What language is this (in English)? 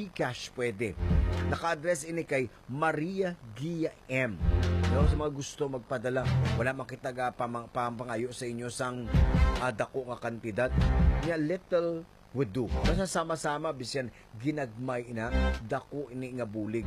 Hiligaynon